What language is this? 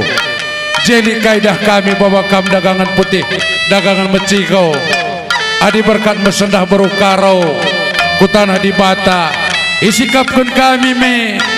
Batak Karo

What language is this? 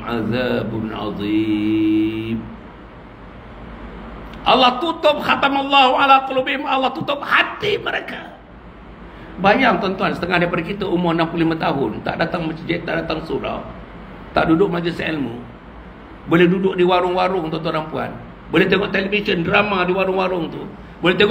Malay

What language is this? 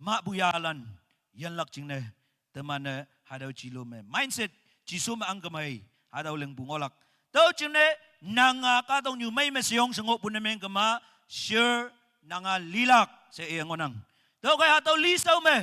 Naga Pidgin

